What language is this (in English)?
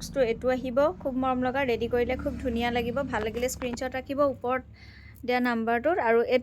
Assamese